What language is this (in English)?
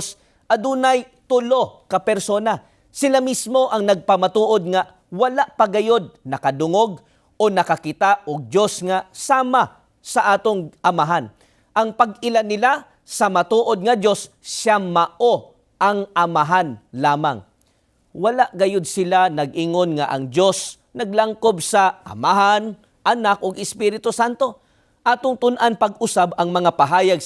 Cebuano